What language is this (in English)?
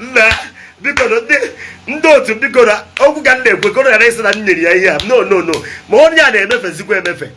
Igbo